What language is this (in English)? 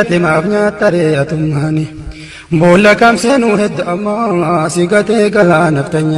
Oromo